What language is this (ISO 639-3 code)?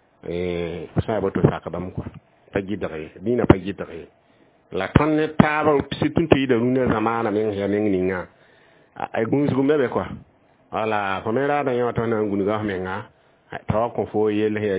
mos